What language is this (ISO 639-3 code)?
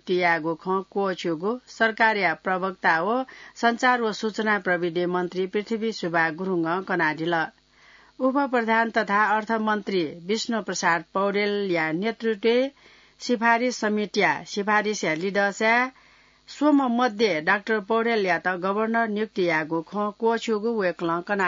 new